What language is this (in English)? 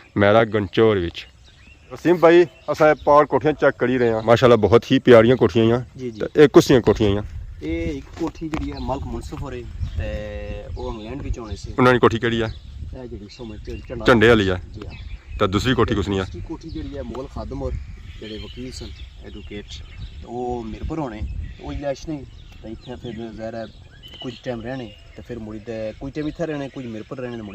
Pahari-Potwari